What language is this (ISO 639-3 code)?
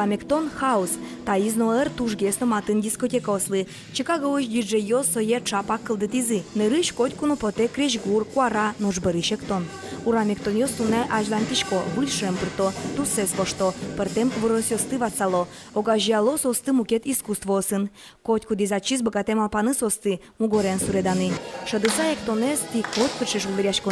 udm